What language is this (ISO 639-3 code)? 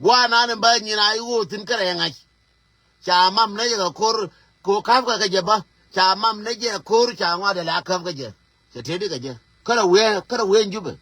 nus